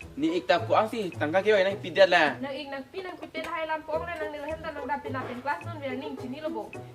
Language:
Karbi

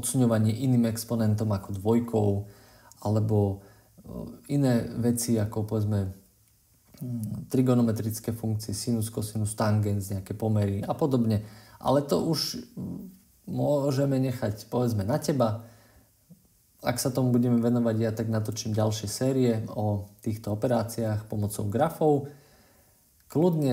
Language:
Slovak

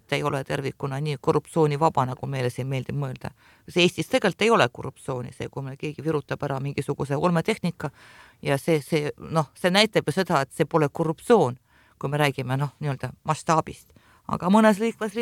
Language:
Estonian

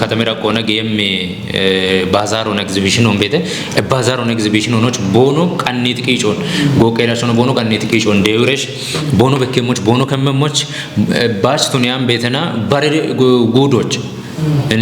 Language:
Kafa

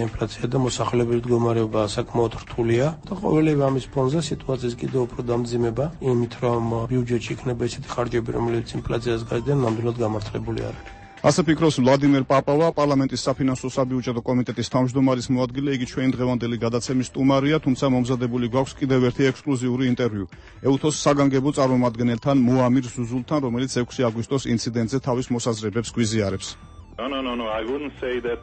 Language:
Georgian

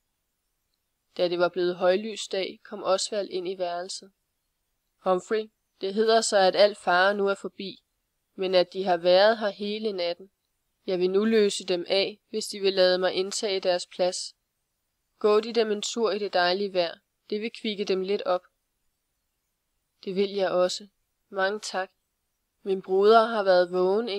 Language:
Danish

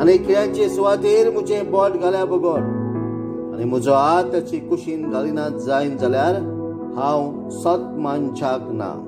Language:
Konkani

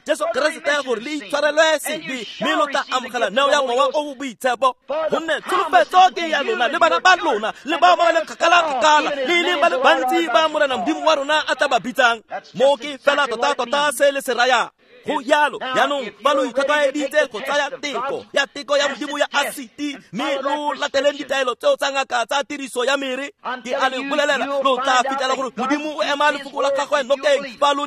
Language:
Tswana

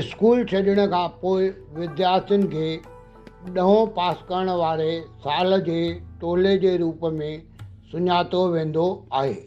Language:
Sindhi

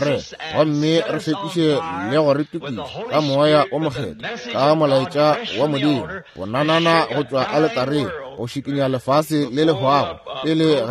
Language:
Northern Sotho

